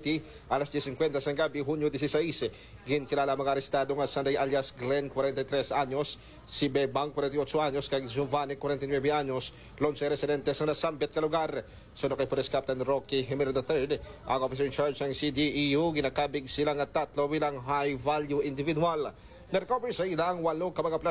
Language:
Hiligaynon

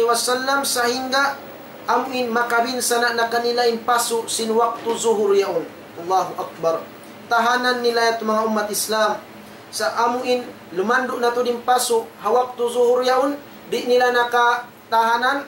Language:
Tausug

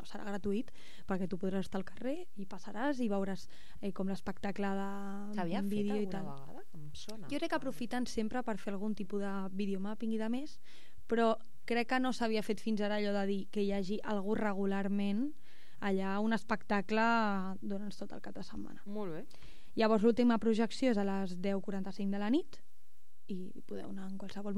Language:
Catalan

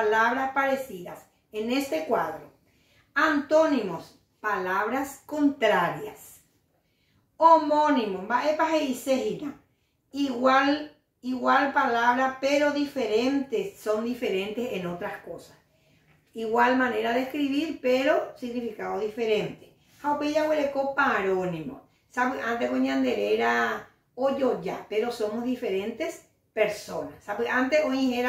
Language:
Guarani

